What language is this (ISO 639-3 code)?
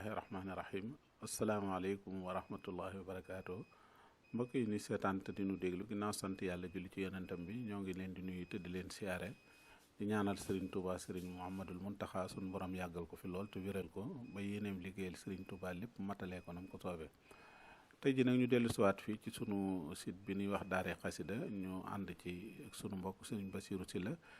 wol